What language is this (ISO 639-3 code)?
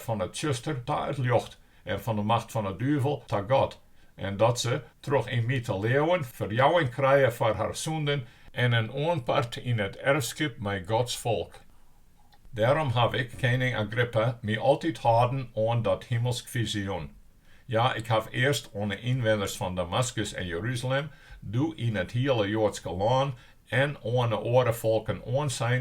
fry